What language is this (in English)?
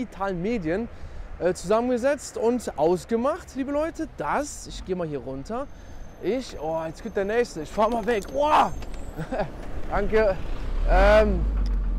German